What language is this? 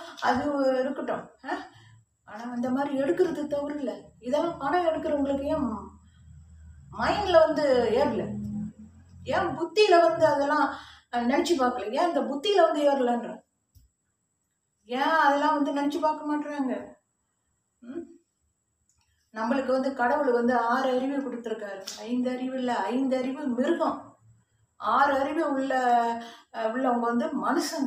Tamil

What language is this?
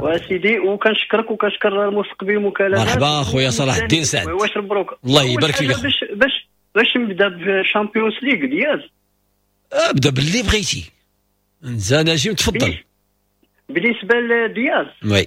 Moroccan Arabic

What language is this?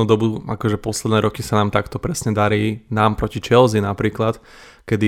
Slovak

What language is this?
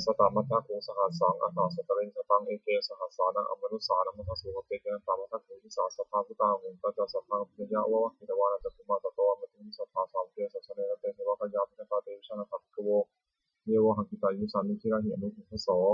Pali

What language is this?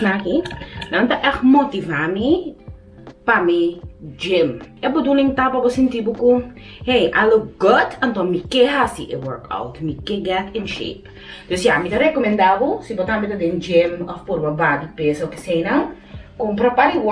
Papiamento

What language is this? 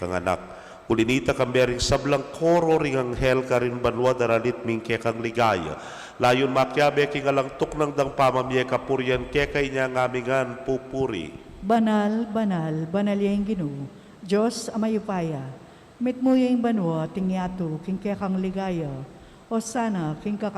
Pampanga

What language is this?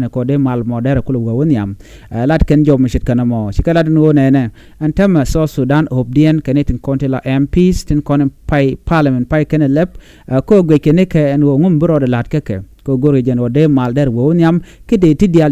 Nuer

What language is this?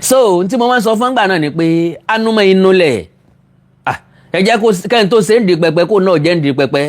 Yoruba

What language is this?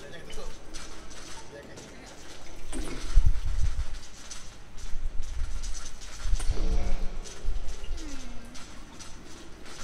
Malay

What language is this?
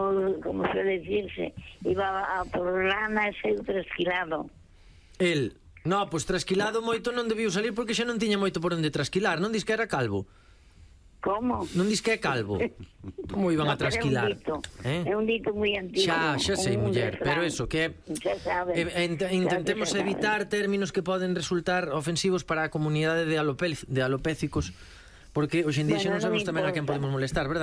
Galician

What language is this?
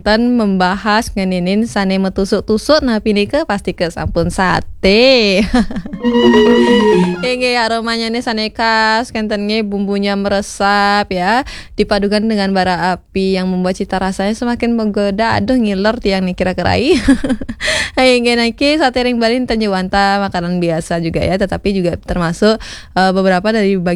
Balinese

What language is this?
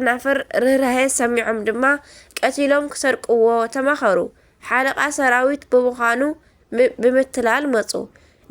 Tigrinya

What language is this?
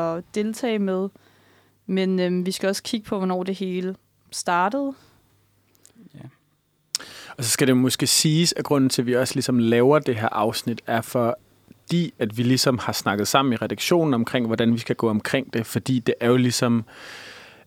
Danish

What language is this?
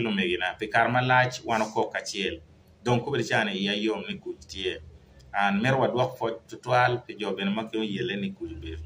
Acoli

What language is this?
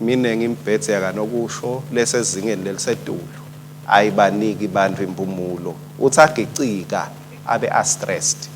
Swati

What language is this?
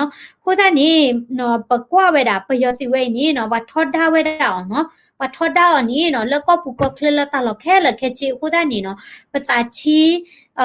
S'gaw Karen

